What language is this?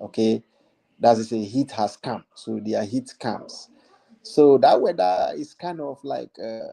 Ewe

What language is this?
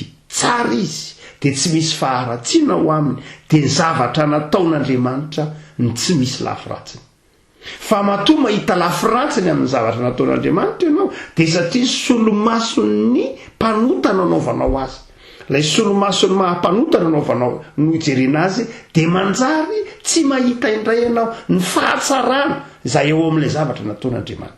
Malagasy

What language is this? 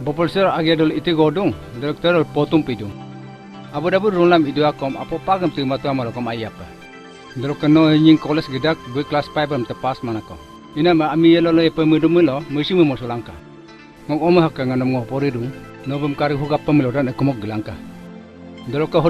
Adi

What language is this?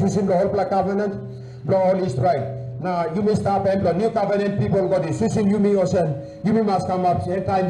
Tok Pisin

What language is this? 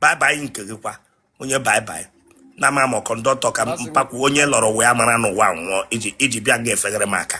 Igbo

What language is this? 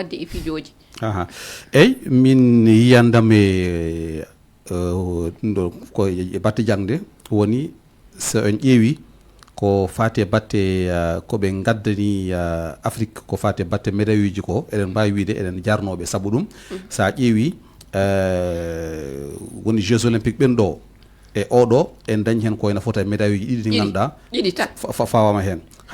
Fula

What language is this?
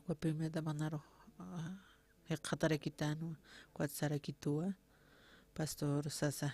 Aymara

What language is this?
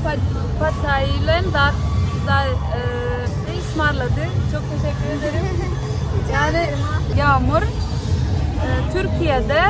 Turkmen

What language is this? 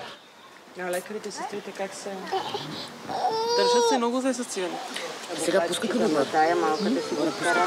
Bulgarian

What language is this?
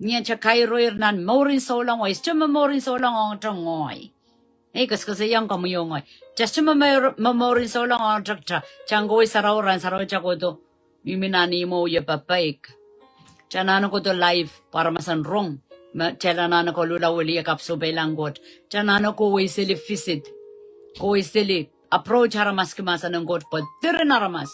Pohnpeian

